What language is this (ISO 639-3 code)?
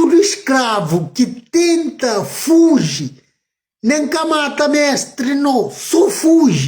kea